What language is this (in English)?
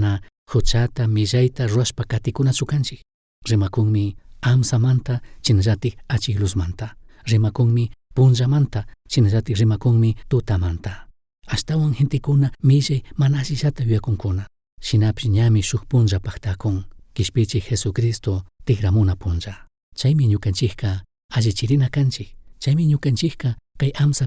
Chimborazo Highland Quichua